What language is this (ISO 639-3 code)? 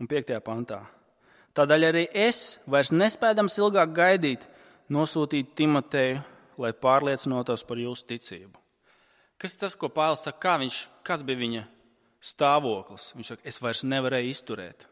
lav